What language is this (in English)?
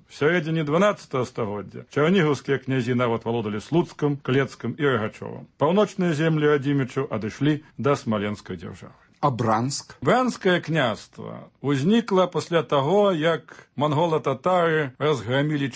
Belarusian